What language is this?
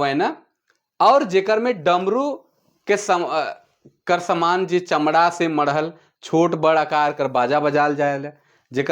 Sadri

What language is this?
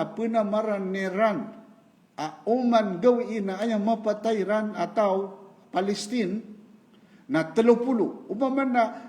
Maranao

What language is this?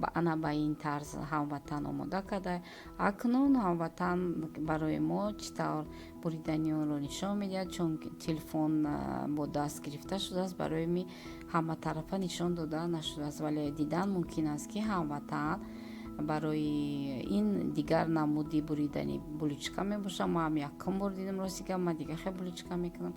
Tajik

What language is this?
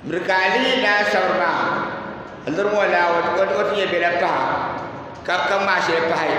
Dagbani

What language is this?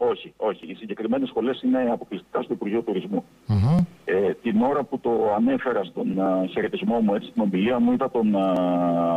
Greek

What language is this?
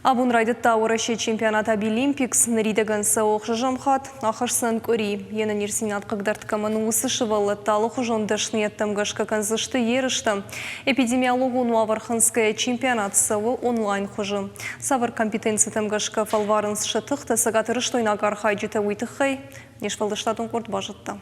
Ossetic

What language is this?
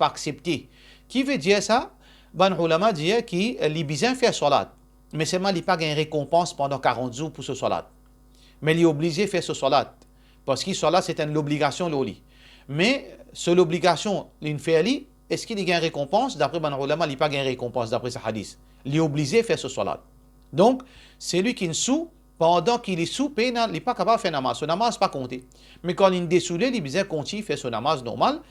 Morisyen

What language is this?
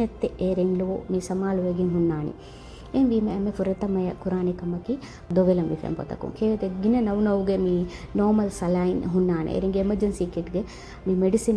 Divehi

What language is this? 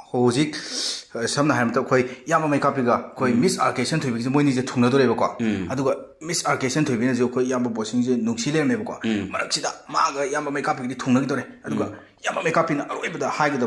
Manipuri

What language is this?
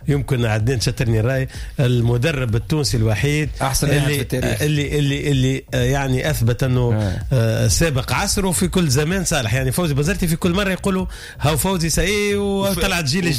Tunisian Arabic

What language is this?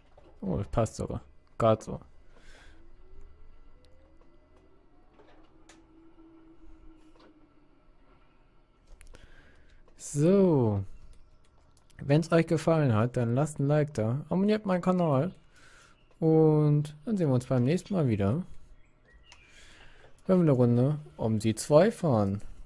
German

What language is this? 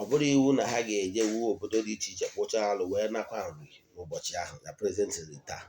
Igbo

